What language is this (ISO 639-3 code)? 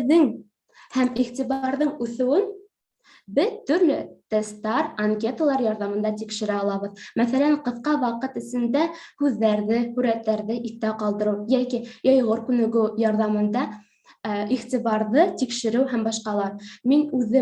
bak